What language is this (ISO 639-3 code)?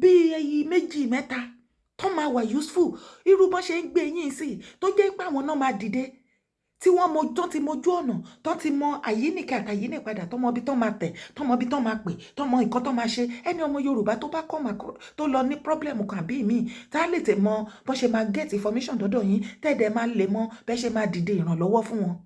yor